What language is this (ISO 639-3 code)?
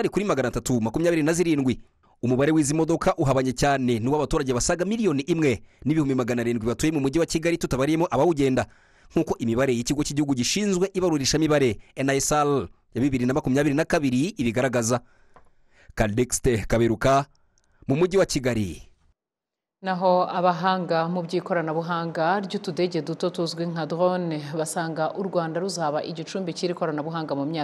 kin